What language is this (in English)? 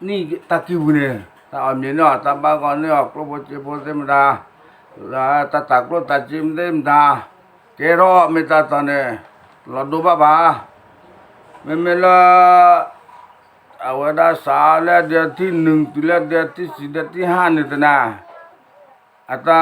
S'gaw Karen